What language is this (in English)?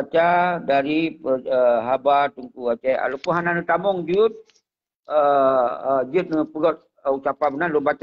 Achinese